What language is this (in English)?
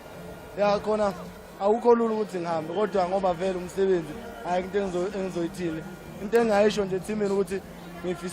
Zulu